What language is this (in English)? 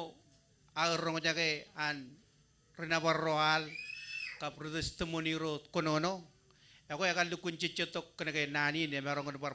Marshallese